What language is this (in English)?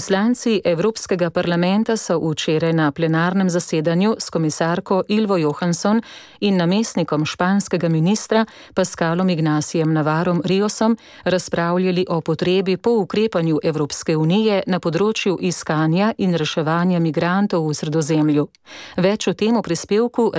Slovenian